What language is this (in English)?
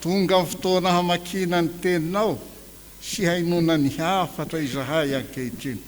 Malagasy